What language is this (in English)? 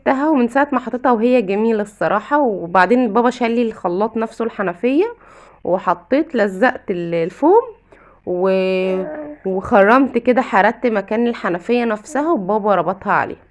Egyptian Arabic